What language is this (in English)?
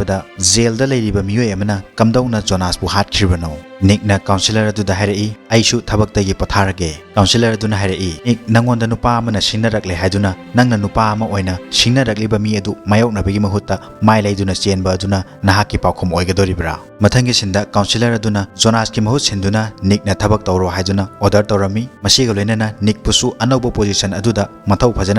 Manipuri